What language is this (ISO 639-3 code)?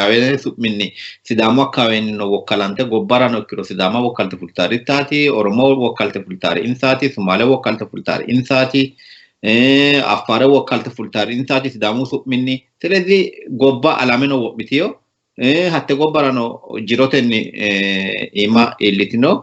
sid